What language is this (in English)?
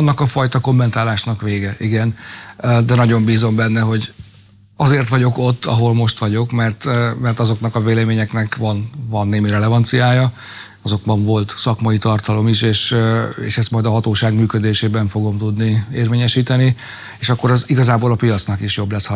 Hungarian